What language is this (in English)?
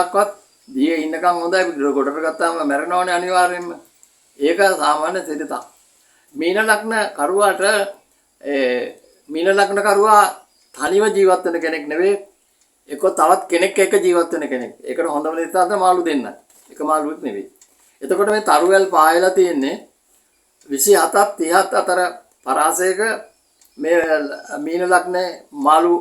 Sinhala